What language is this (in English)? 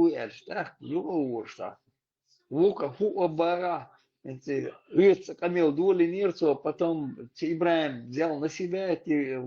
Chechen